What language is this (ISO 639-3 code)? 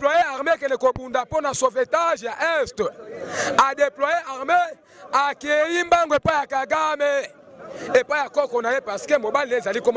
lin